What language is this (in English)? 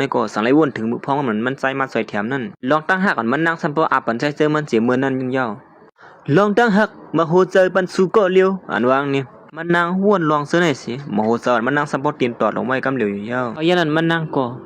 Shan